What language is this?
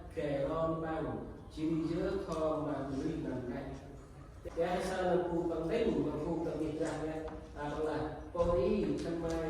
Central Mnong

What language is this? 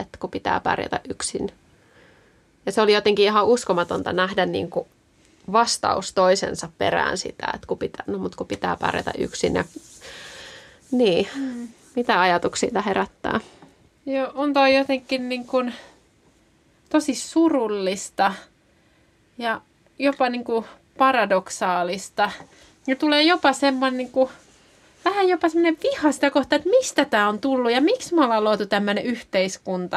Finnish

